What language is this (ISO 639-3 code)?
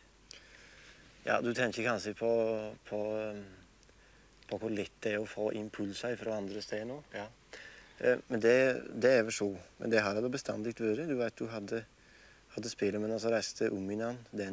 nor